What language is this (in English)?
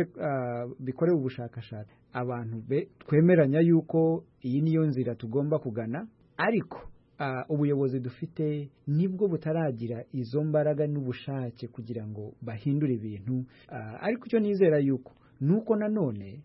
Kinyarwanda